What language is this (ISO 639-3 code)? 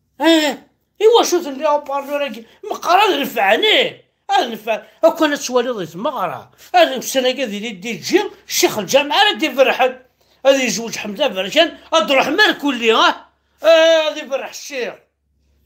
kab